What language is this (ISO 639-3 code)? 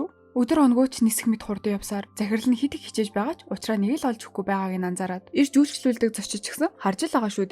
mon